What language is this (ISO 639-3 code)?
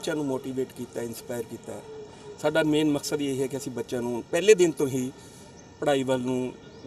pan